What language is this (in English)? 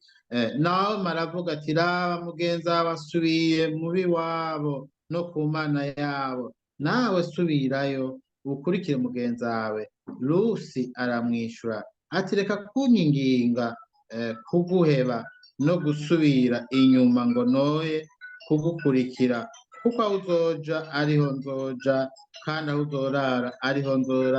Rundi